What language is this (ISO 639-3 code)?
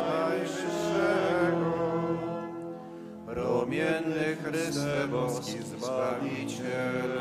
pol